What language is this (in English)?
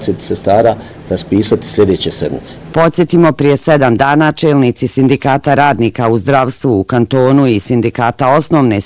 Bosnian